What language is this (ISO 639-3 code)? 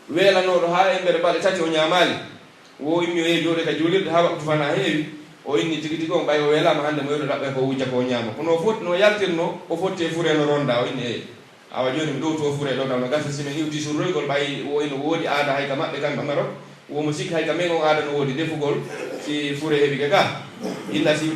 fuf